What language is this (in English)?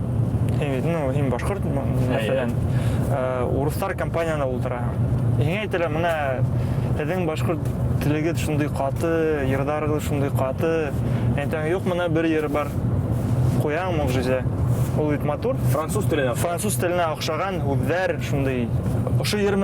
Bashkir